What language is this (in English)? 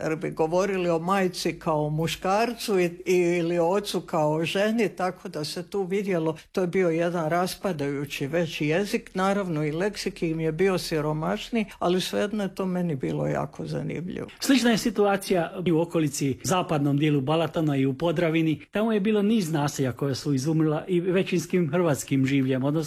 Croatian